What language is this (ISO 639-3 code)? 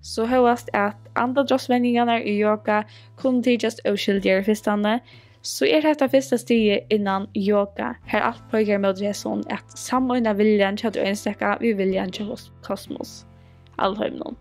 fao